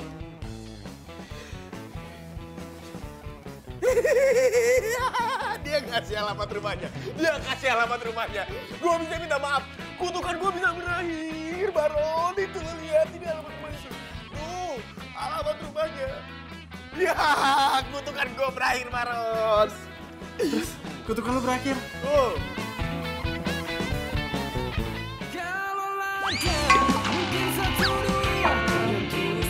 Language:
Indonesian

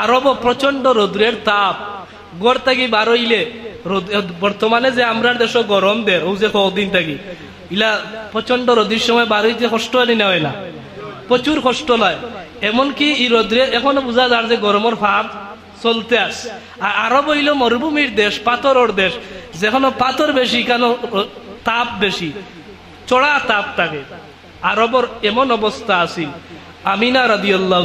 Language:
Sylheti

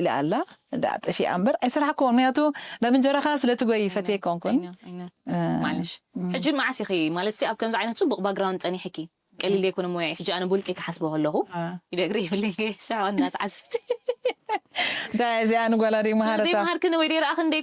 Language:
Tigrinya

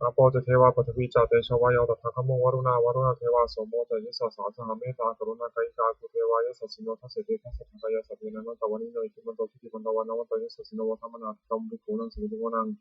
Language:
Pali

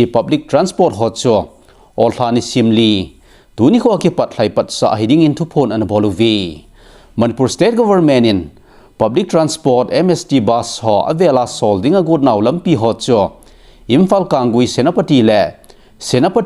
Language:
Thado Chin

